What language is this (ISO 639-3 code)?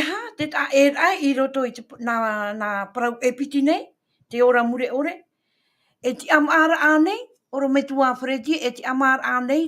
tah